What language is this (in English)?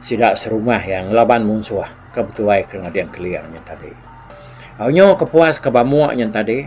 Iban